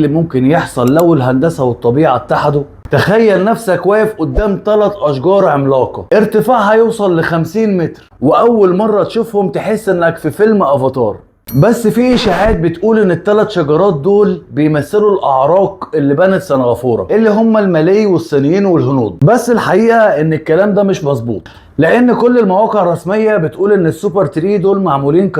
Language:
Egyptian Arabic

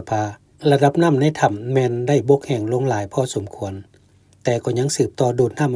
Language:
Lao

